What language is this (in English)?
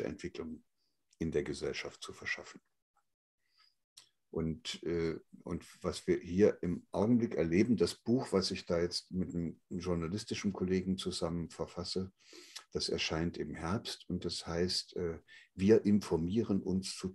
German